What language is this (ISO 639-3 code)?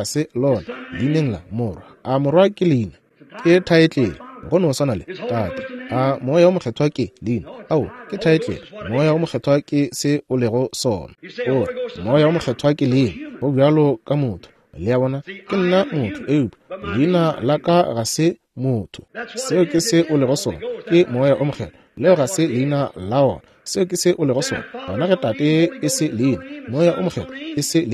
nso